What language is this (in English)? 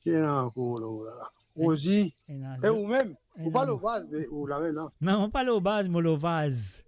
Morisyen